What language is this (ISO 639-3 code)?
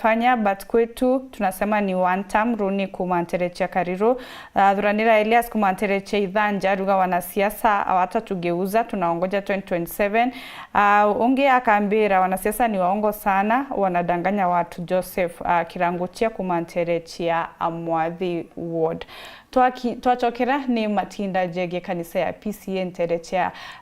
mer